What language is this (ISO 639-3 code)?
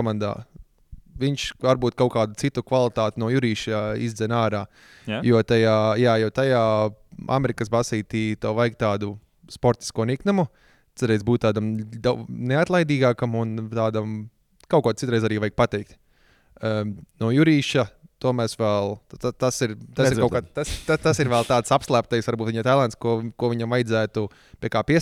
lav